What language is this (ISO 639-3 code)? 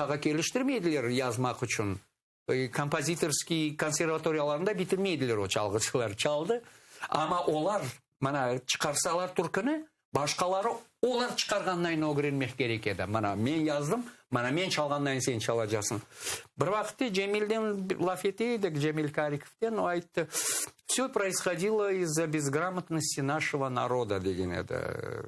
crh